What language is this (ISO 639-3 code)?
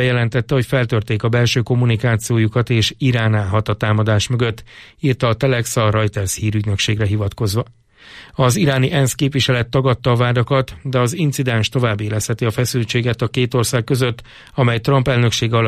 hun